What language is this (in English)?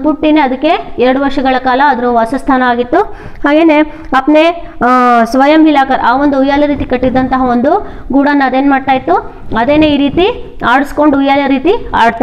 Kannada